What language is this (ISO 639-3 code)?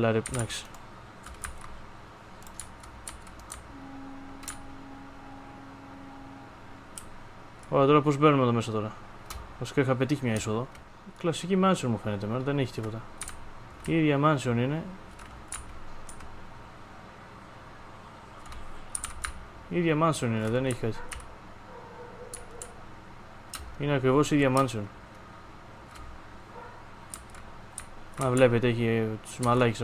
ell